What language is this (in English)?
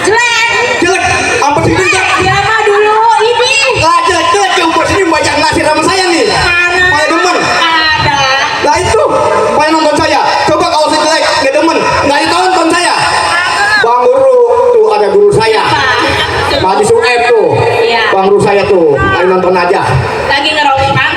Betawi